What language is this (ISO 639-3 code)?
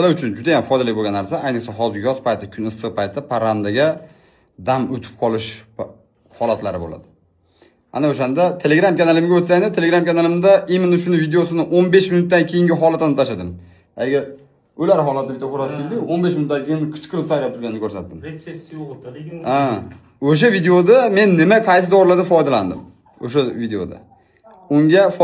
uzb